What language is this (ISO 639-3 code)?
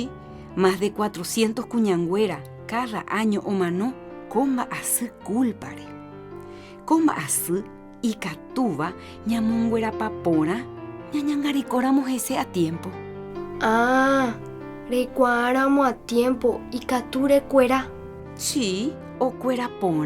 grn